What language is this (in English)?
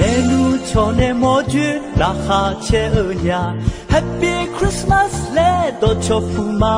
Akha